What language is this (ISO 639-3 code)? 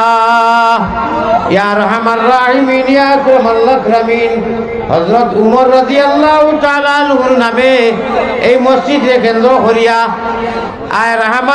syl